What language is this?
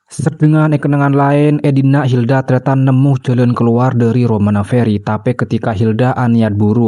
Madurese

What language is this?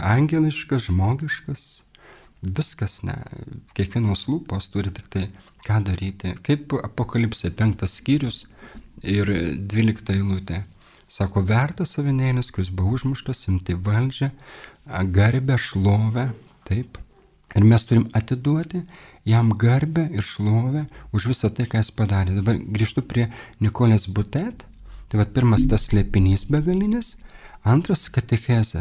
Lithuanian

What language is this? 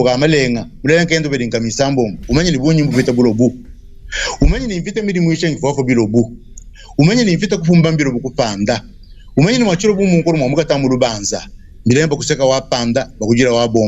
Luba-Lulua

